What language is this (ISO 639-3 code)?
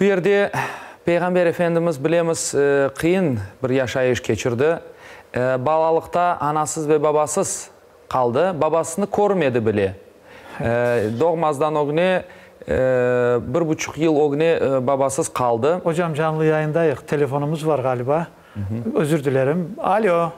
crh